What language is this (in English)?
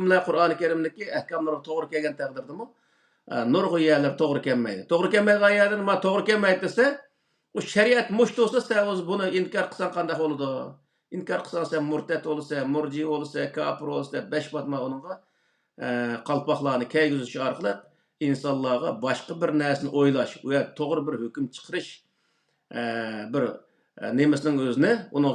Uyghur